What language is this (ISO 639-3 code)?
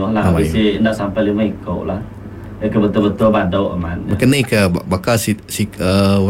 iba